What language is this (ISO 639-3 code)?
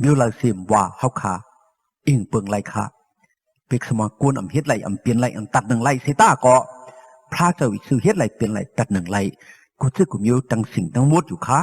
shn